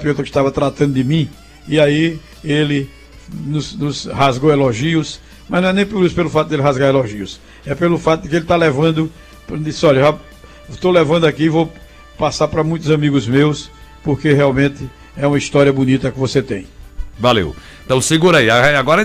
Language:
Portuguese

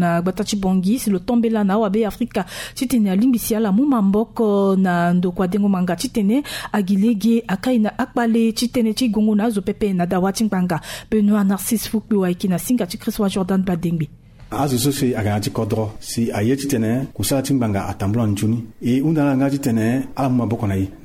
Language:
Sango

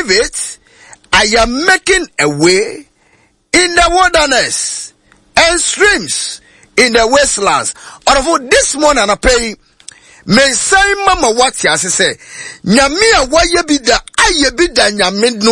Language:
Akan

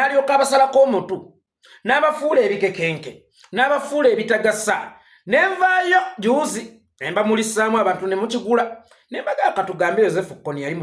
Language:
Ganda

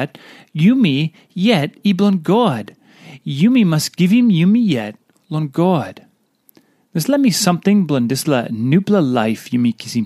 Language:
Tok Pisin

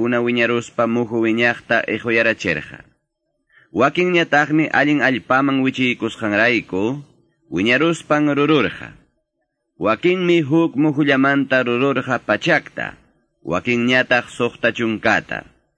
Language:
Quechua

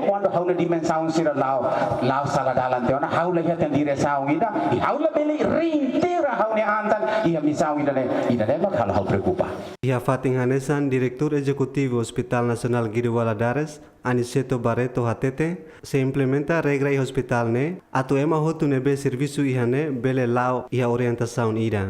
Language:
Tetum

